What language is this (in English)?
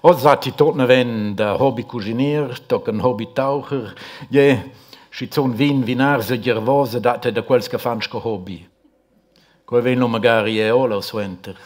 Romansh